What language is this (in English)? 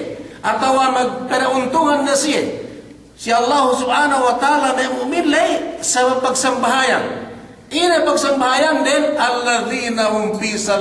Yakan